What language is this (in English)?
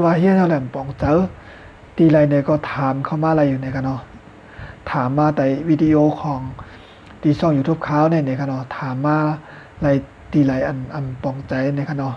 Shan